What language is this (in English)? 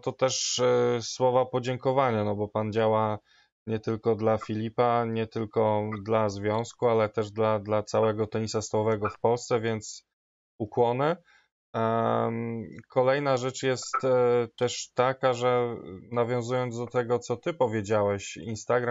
Polish